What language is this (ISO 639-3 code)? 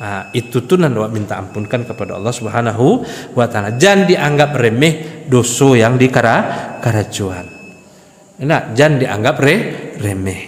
min